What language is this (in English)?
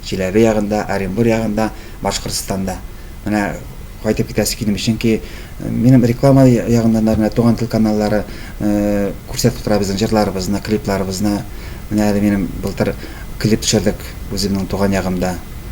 Tatar